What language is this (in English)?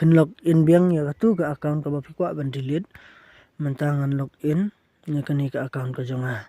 Khasi